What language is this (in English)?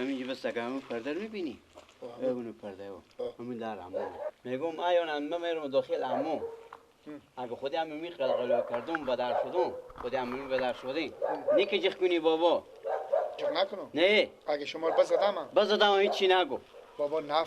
Persian